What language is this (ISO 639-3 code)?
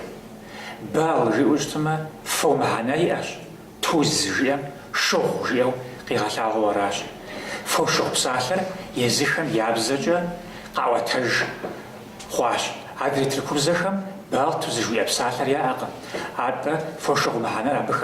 kbd